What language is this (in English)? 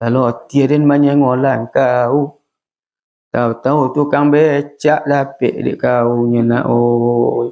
Minangkabau